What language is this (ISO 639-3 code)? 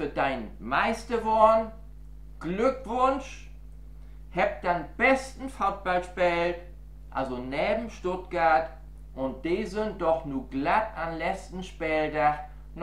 nds